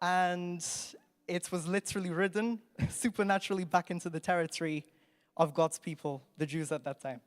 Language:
English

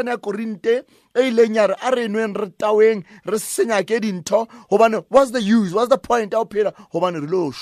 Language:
Southern Sotho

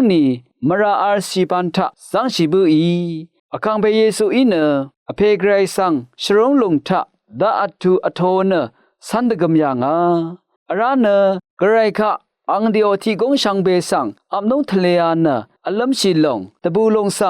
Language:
Rawang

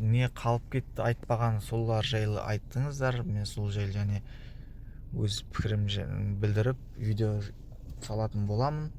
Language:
Kazakh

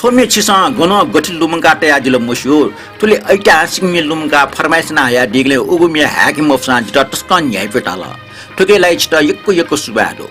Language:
Newari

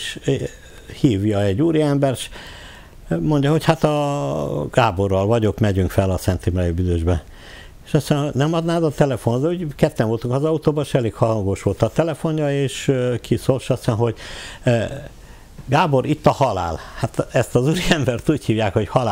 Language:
Hungarian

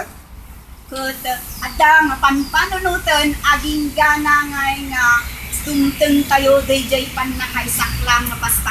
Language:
Iloko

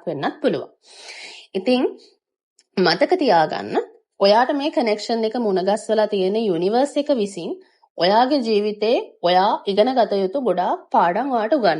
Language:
Sinhala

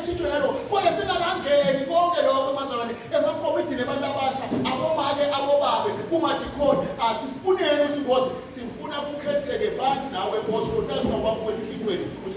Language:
Zulu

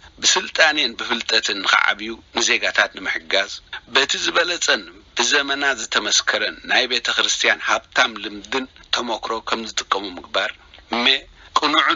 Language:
Tigrinya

